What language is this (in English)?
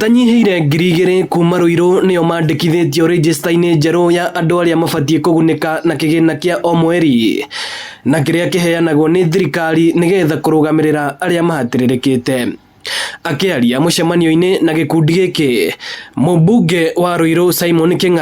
Kikuyu